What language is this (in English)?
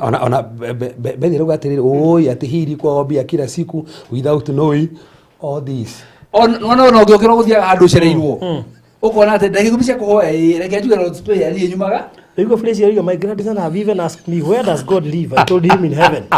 Kikuyu